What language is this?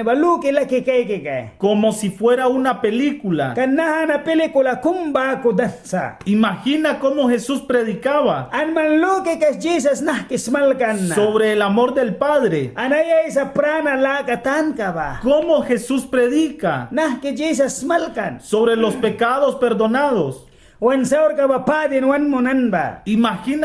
Mískito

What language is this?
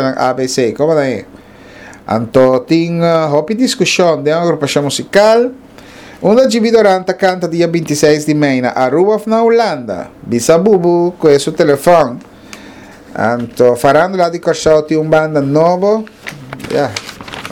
Papiamento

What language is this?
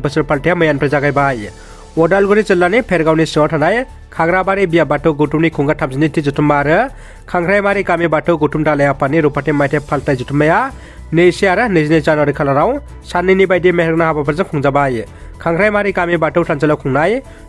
Bodo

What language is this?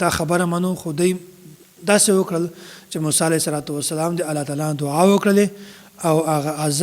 Pashto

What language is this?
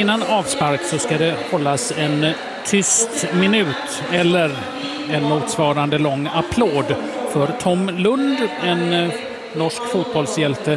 Swedish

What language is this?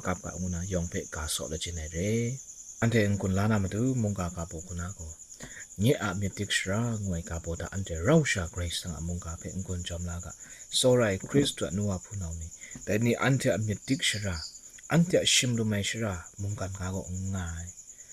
Kachin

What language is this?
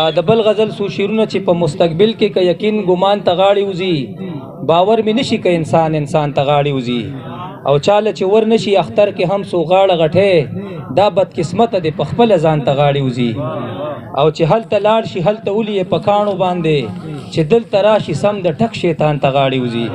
Pashto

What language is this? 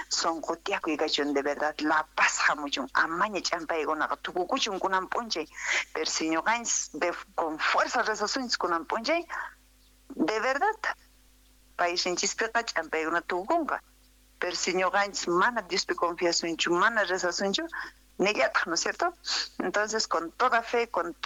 South Bolivian Quechua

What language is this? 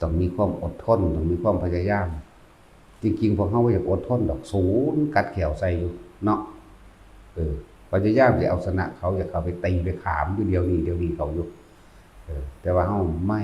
Northeastern Thai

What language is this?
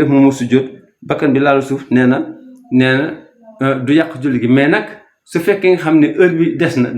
Wolof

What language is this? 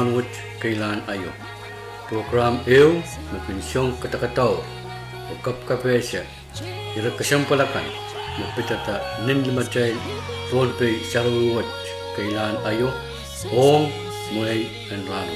Pohnpeian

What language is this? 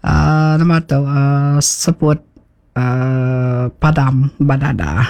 Iban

